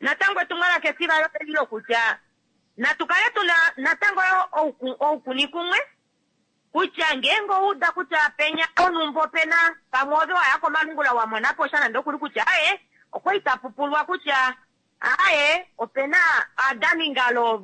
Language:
Kuanyama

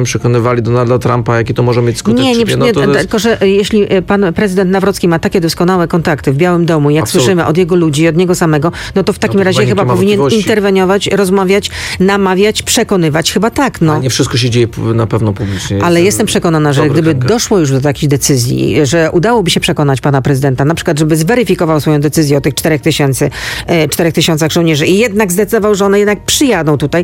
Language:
Polish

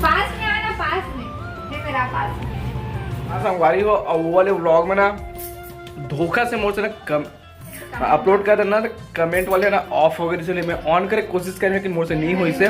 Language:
Chhattisgarhi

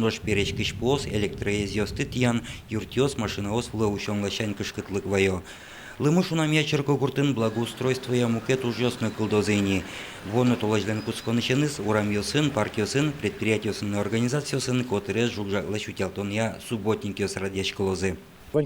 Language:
Udmurt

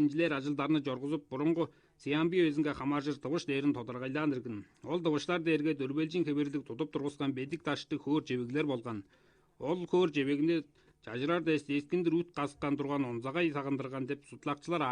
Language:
Tuvinian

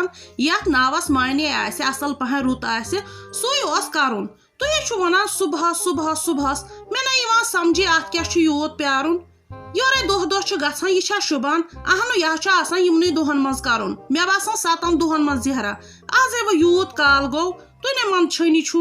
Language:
Kashmiri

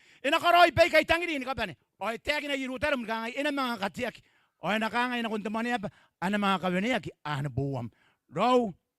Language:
Gilbertese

